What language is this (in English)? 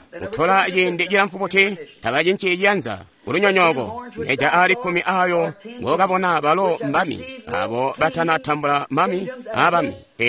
Tonga (Zambia)